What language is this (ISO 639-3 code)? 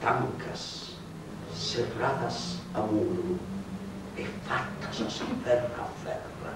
srd